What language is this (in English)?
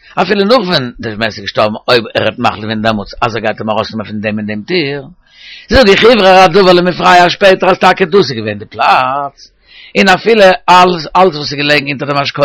Yiddish